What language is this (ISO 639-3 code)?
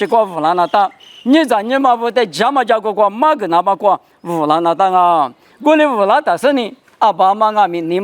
lis